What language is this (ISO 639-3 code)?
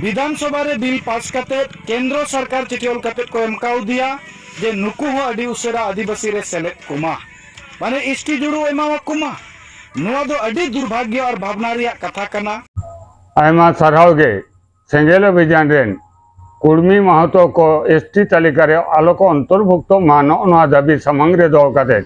sat